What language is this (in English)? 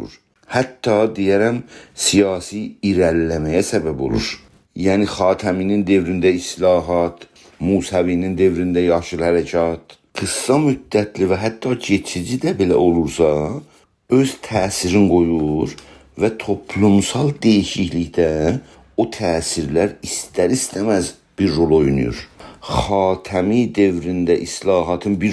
South Azerbaijani